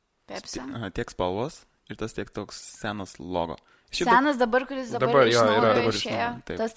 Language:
Lithuanian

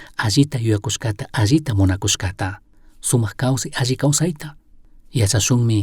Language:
Chimborazo Highland Quichua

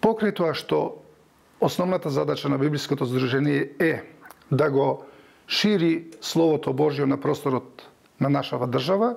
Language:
Macedonian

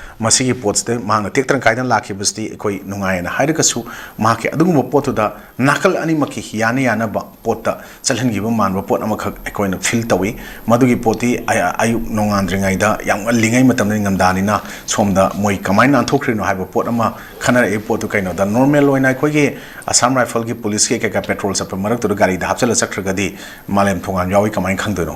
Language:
Manipuri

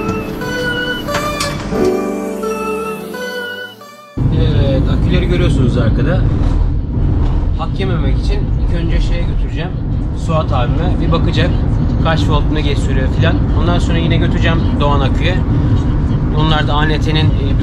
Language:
Turkish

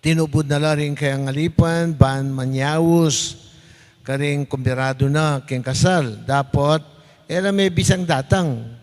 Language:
Pampanga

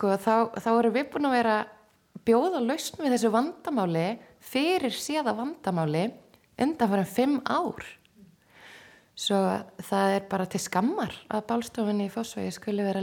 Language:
Icelandic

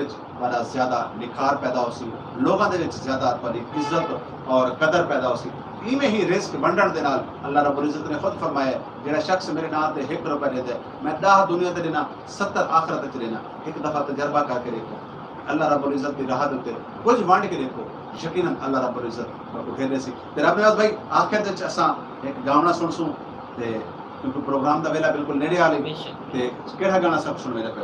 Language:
Saraiki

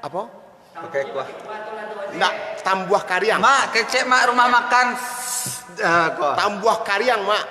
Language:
Minangkabau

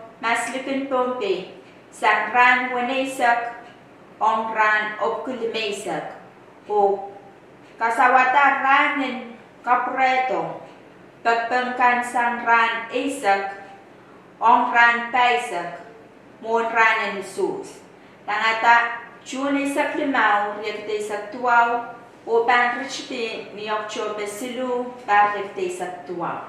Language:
Pohnpeian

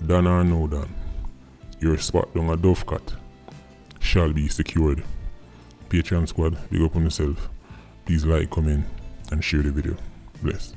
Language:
Jamaican Creole English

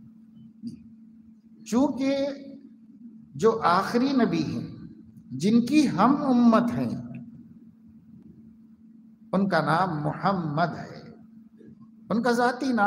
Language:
Urdu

